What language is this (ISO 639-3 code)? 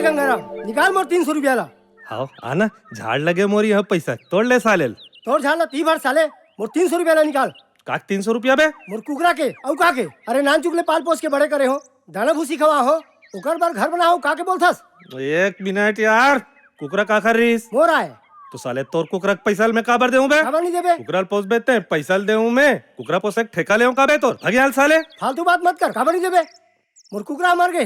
hne